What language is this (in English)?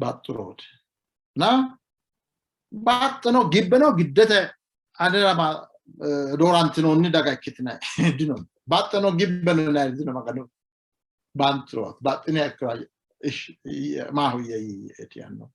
Sidamo